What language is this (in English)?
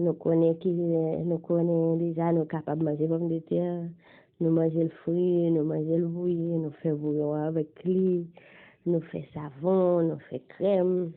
Haitian Creole